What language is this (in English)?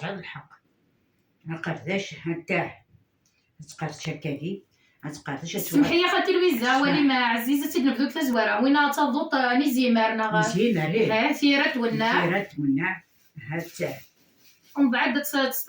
Kabyle